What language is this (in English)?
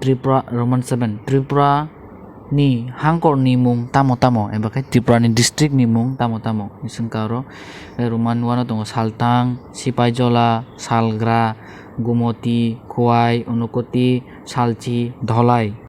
Kok Borok